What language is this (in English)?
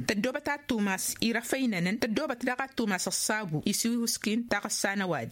Tamasheq